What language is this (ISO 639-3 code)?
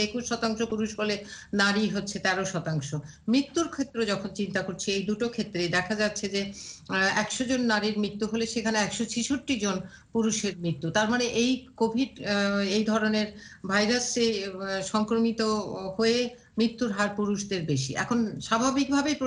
ben